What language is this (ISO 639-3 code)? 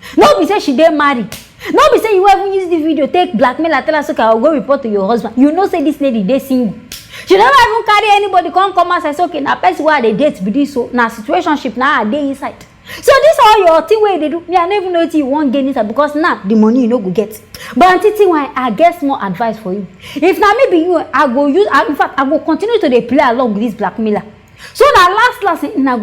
pcm